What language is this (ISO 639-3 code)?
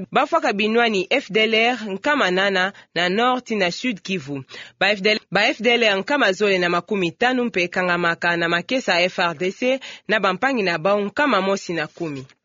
ktu